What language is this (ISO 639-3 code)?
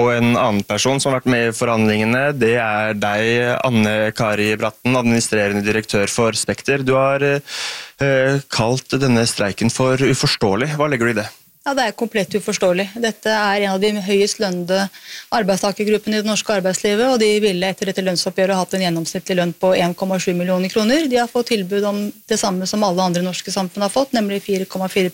nor